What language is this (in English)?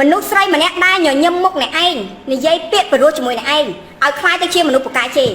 Khmer